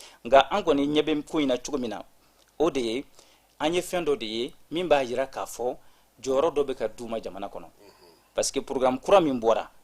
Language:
Bambara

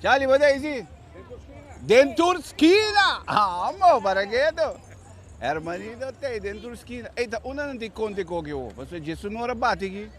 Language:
Papiamento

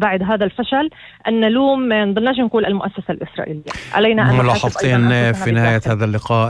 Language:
North Levantine Arabic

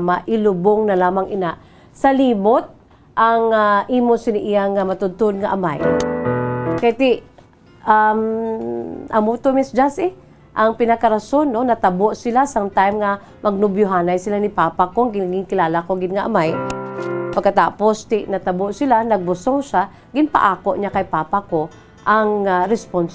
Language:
Hiligaynon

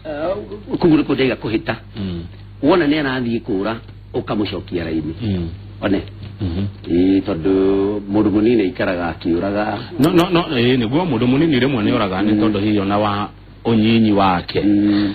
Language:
Kikuyu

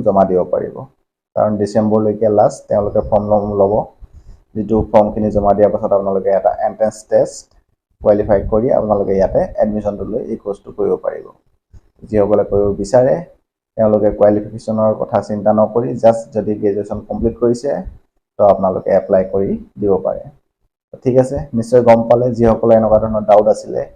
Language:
Assamese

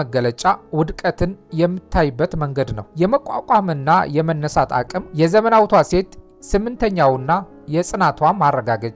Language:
Amharic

